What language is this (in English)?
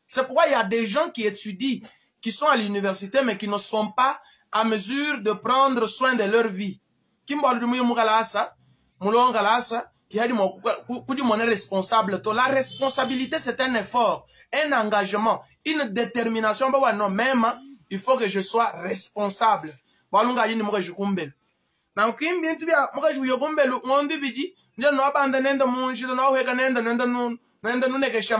Luba-Lulua